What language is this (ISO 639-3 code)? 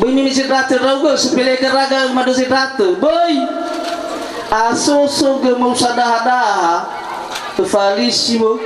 nia